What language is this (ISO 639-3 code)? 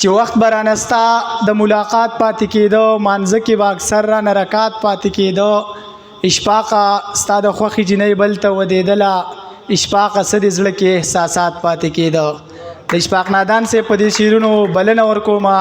pus